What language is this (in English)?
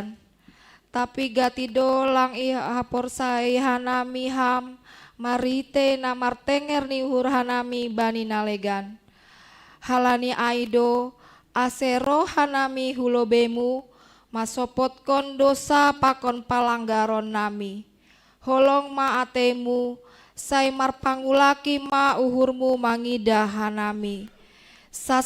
Batak Simalungun